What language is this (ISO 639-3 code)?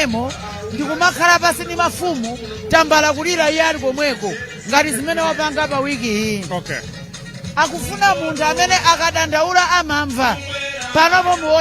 nya